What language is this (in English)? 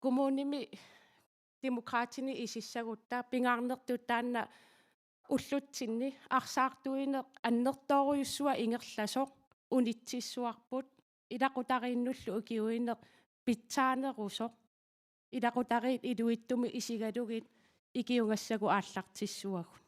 Kalaallisut